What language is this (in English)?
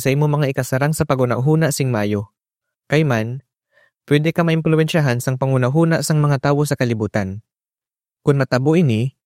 Hiligaynon